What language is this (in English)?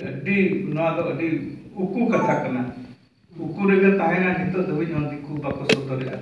Santali